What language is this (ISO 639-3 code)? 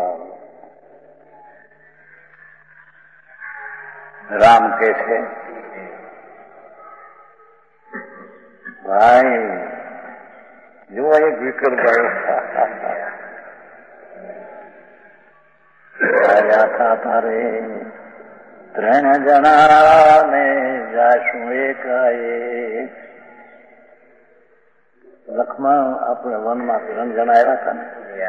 guj